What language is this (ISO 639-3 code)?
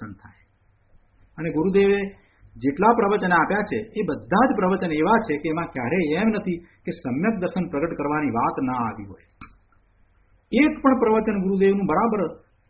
guj